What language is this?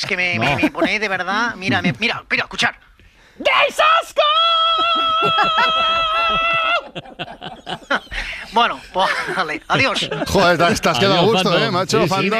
Spanish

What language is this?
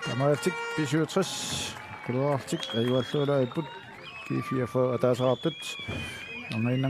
Kalaallisut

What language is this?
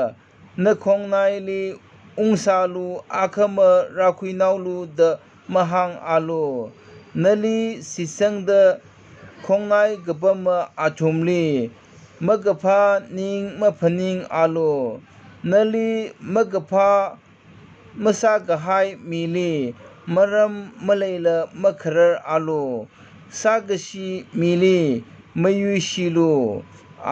Tangkhul Naga (India)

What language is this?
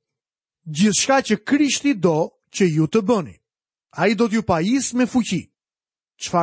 Albanian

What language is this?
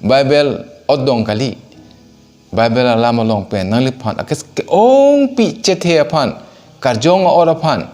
Karbi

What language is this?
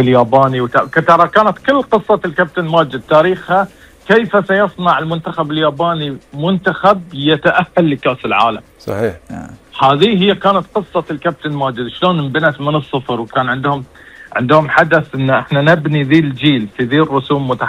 Gulf Arabic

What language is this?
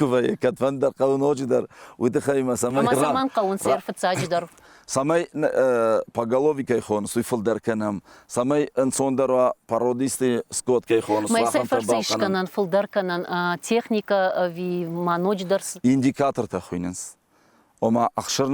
Ossetic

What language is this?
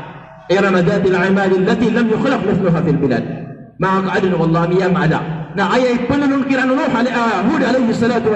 Maranao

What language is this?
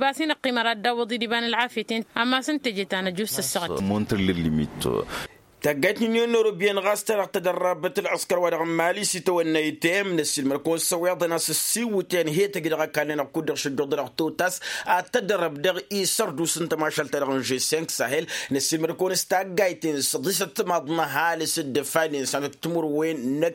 Tamasheq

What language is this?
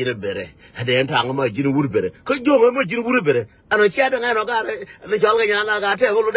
Nuer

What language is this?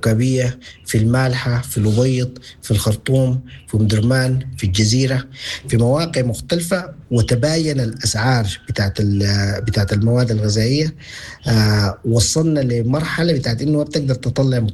Sudanese Arabic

